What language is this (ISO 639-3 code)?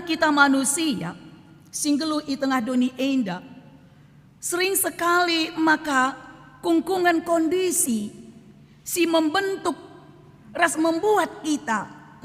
btx